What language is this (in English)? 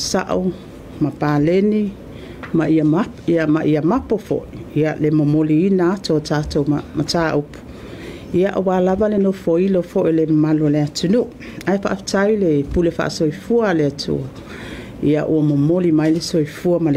Samoan